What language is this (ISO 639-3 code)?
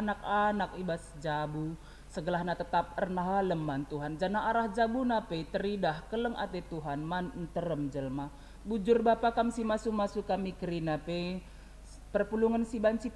btx